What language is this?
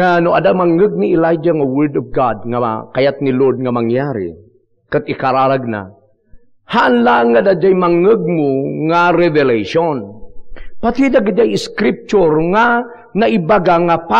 Iloko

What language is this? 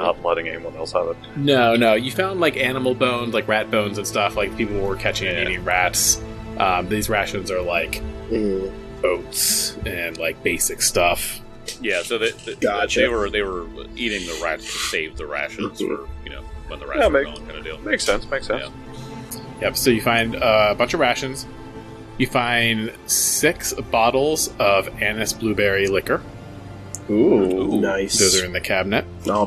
English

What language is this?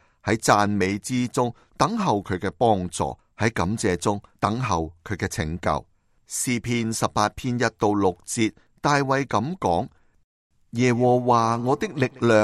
Cantonese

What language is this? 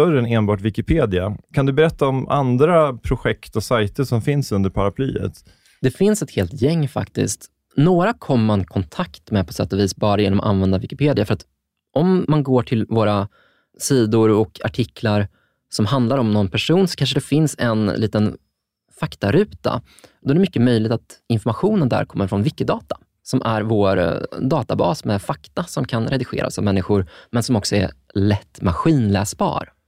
Swedish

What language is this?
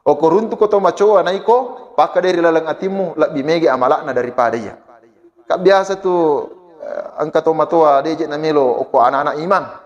Buginese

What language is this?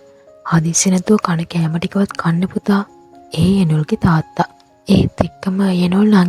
Sinhala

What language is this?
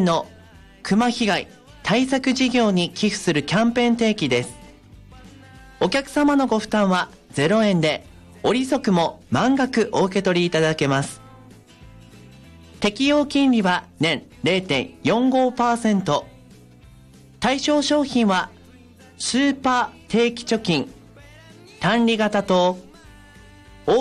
Japanese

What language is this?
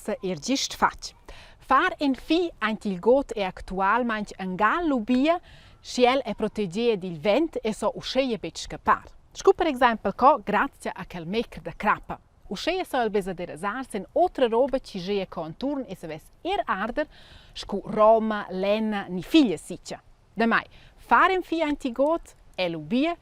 Romansh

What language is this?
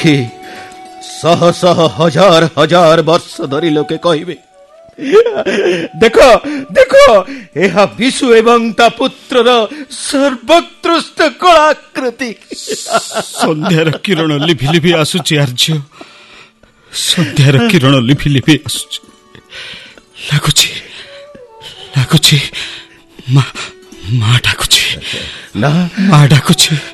Odia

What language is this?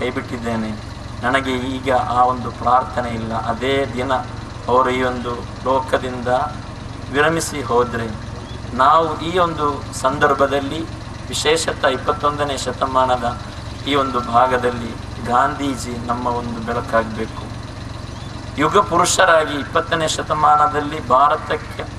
Kannada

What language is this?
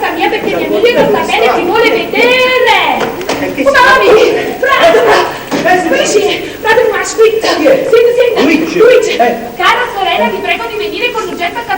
Neapolitan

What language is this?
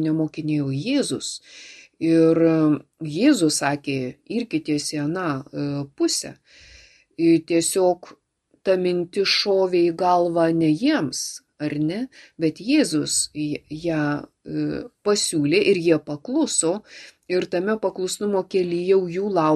Lithuanian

